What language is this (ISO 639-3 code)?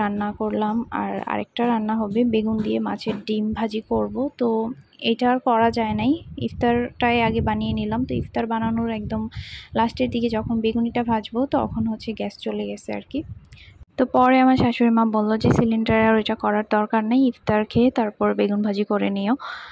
ben